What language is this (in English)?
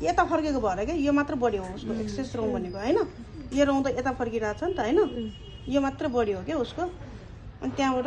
Nepali